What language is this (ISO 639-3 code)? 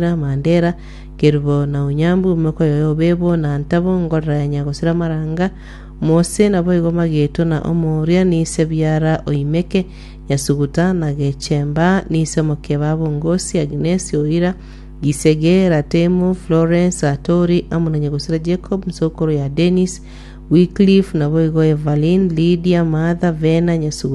guz